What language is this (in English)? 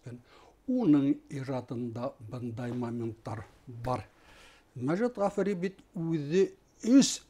Bashkir